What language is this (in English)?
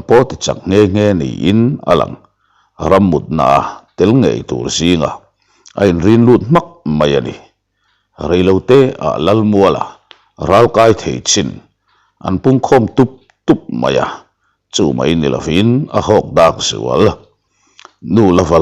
Mizo